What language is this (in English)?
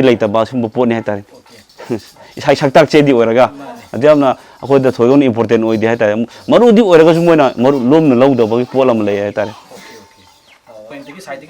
Manipuri